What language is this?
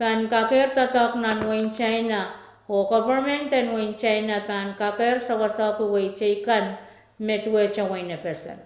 Pohnpeian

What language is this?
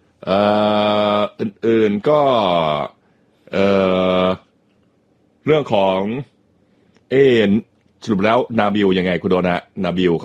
Thai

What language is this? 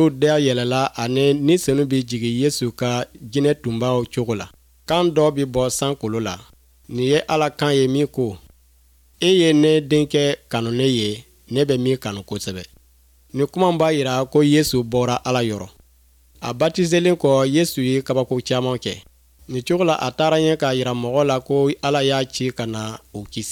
Bambara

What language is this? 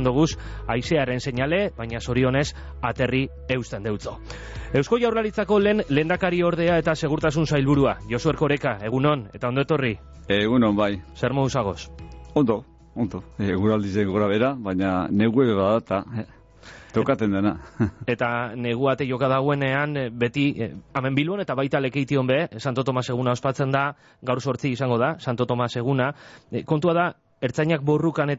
Basque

